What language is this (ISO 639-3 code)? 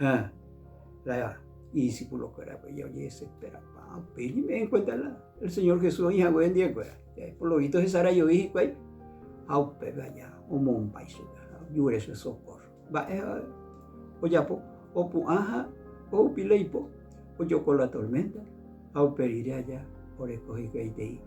grn